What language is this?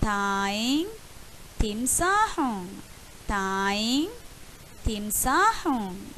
Divehi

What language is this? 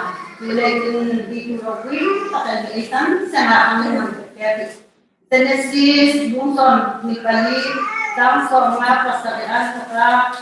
Hmar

